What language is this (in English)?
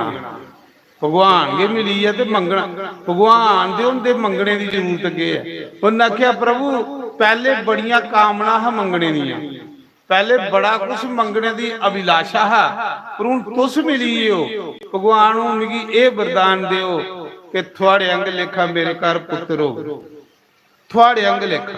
Dogri